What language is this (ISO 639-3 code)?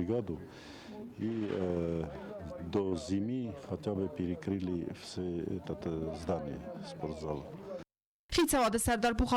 oss